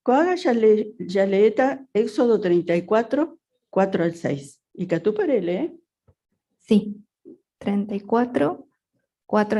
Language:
Guarani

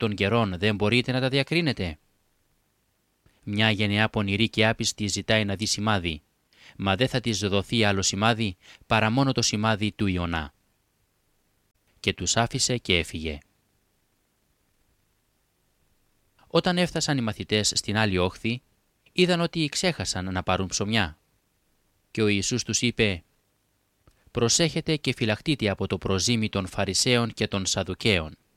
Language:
Greek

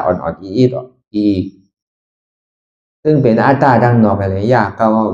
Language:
Shan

